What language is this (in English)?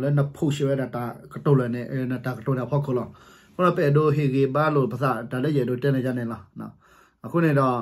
S'gaw Karen